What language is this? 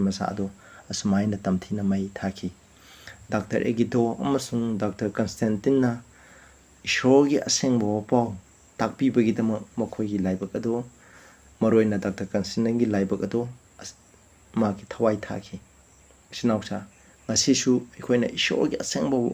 Manipuri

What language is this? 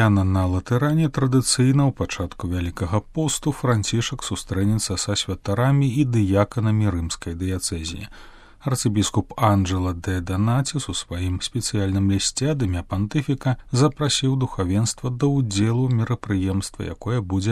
Belarusian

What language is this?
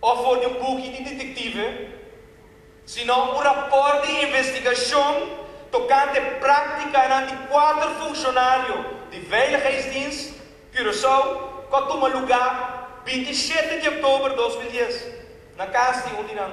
Papiamento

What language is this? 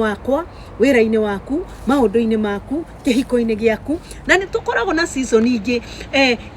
Kikuyu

